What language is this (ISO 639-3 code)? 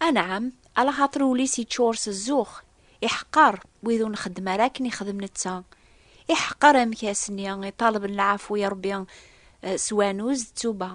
kab